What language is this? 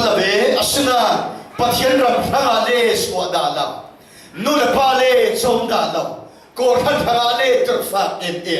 Falam Chin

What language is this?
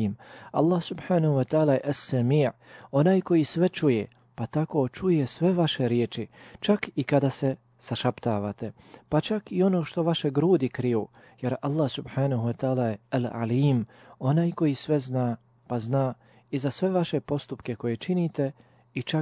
Bosnian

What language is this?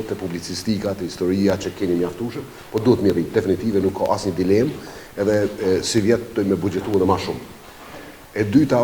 Albanian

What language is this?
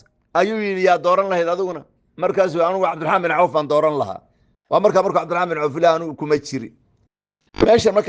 Somali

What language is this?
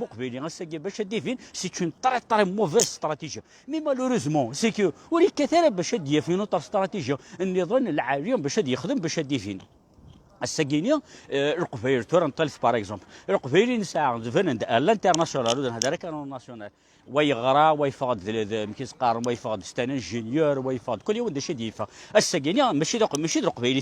Kabyle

